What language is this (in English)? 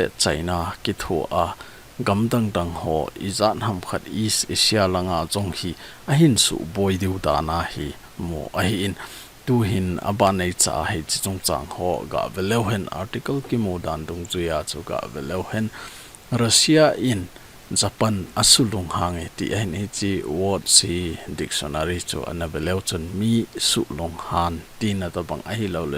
Thado Chin